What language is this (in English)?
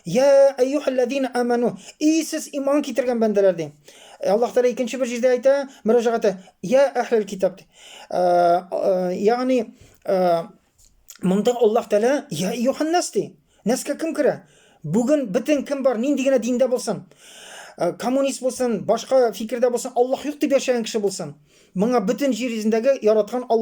Tatar